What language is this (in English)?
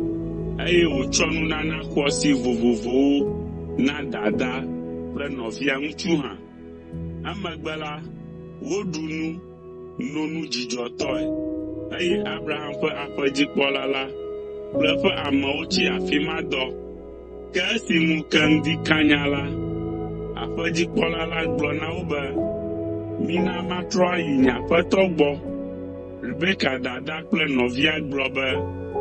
Ewe